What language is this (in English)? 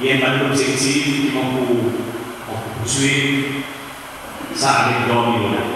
Seselwa Creole French